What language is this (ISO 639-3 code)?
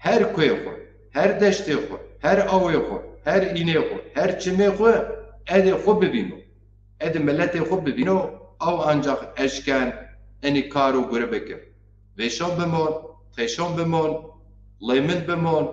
zza